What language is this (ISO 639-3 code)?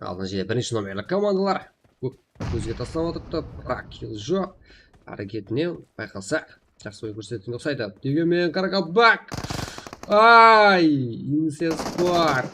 kaa